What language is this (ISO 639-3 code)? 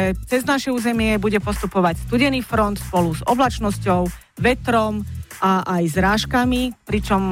slk